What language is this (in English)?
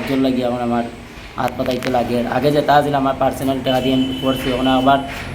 Sylheti